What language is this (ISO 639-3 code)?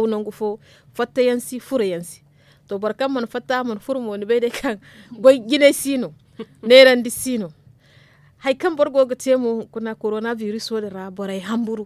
dje